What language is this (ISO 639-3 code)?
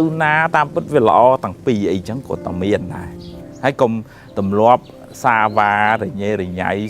khm